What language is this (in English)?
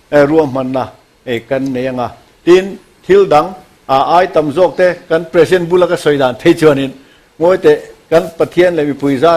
Mizo